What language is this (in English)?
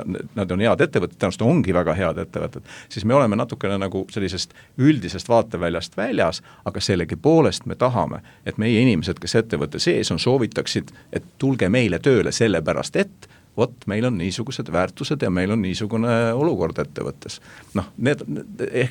Estonian